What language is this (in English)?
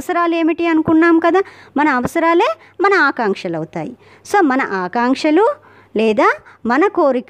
Telugu